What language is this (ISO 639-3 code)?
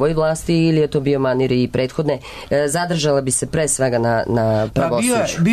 srp